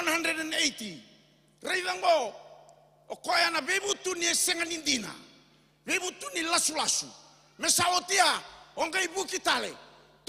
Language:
Fijian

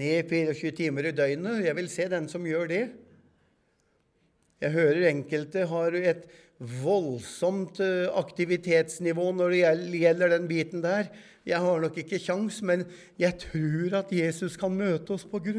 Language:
Norwegian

